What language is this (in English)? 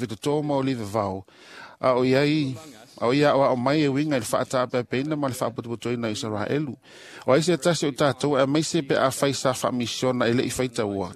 Samoan